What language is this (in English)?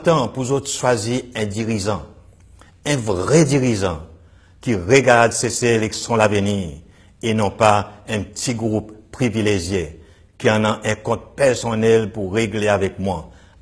Seselwa Creole French